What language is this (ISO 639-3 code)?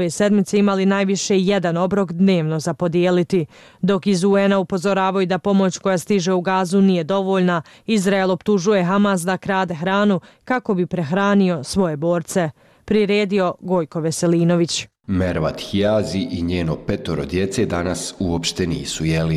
bos